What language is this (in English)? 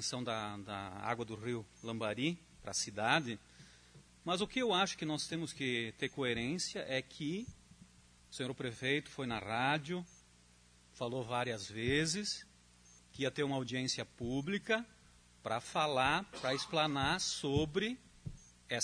Portuguese